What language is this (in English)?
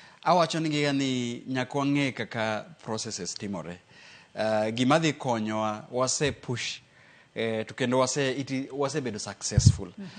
Luo (Kenya and Tanzania)